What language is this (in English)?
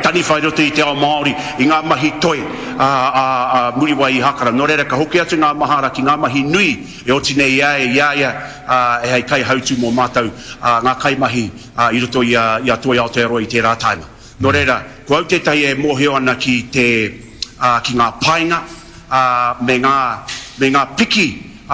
Māori